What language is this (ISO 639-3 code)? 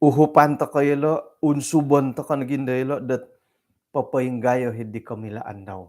dtp